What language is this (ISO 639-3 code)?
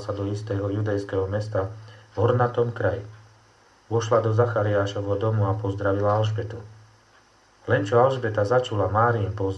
slk